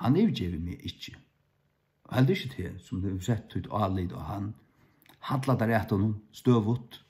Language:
Faroese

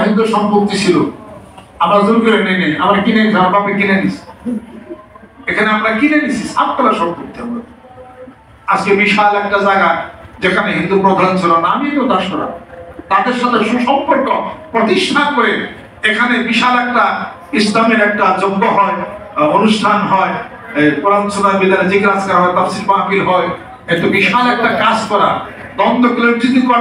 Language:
Bangla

